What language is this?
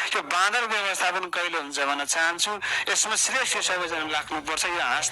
Nepali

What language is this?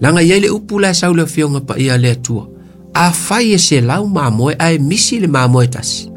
Samoan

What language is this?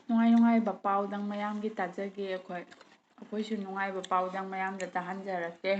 Manipuri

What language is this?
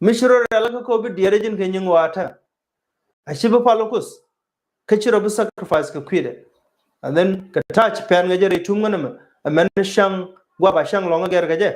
Nuer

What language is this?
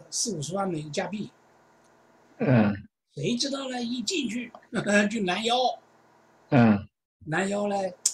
Chinese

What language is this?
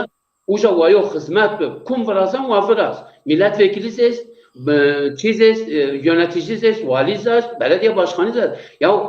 Zaza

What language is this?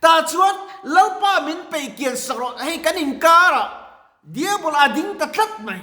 Mizo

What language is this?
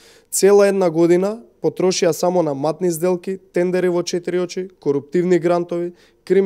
Macedonian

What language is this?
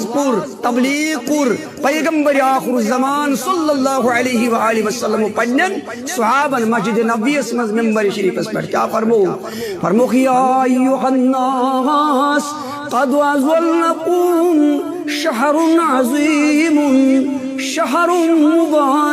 Kashmiri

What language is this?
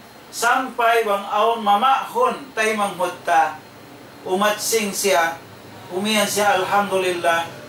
Tausug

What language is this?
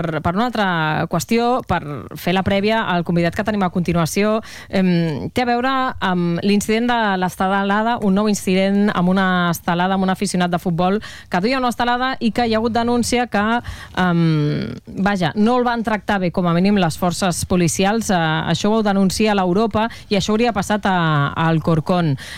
Catalan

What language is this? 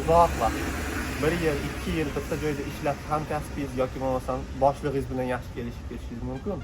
Uzbek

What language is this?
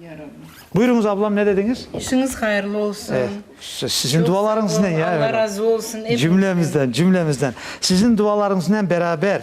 Crimean Tatar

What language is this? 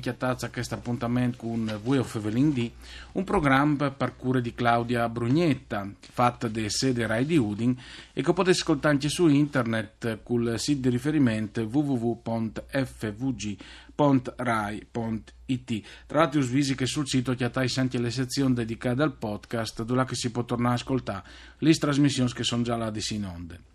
Friulian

